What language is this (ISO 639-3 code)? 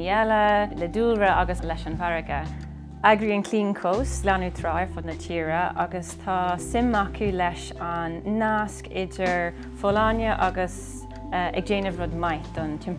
gle